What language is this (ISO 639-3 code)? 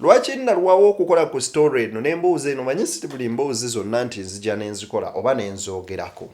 lug